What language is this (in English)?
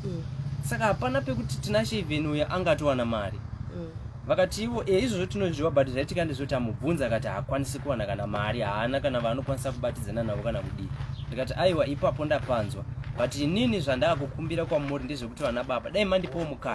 Shona